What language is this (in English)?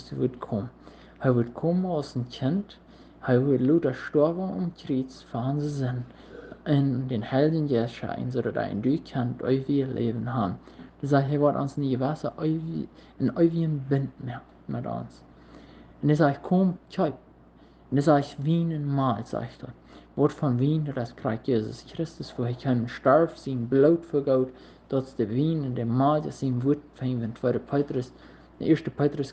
Plautdietsch